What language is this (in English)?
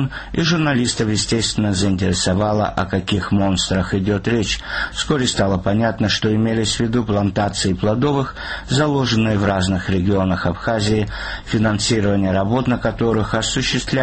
Russian